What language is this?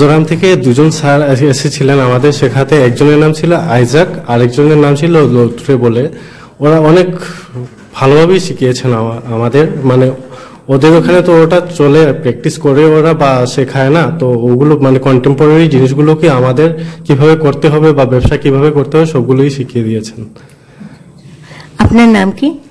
Bangla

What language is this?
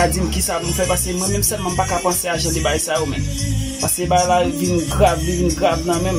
Haitian Creole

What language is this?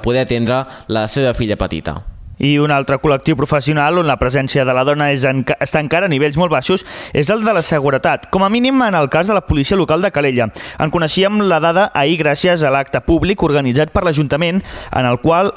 Catalan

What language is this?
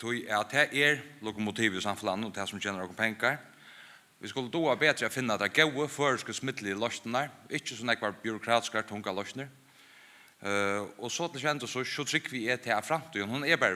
Faroese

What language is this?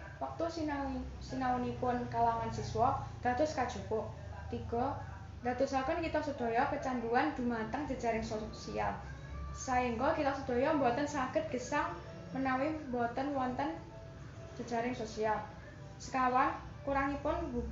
Javanese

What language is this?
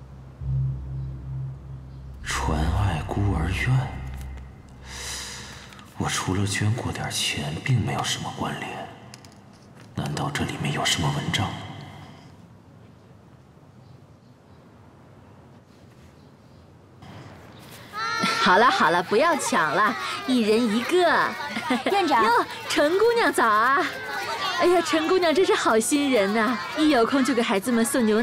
Chinese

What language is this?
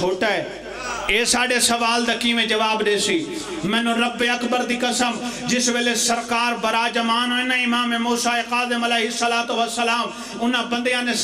Pahari-Potwari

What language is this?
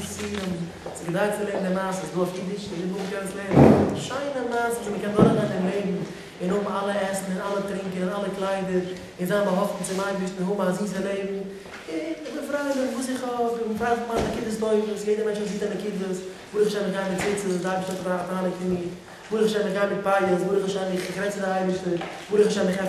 Yiddish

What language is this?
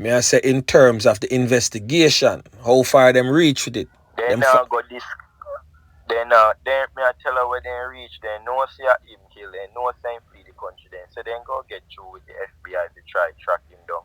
Jamaican Creole English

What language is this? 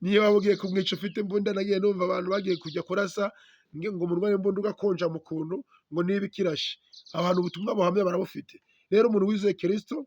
Kinyarwanda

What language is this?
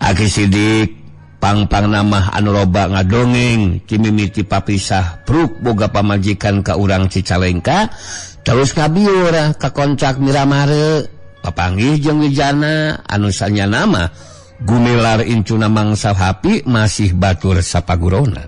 Sundanese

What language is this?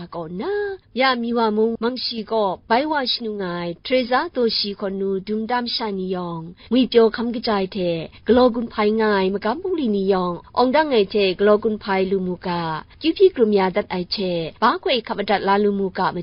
Kachin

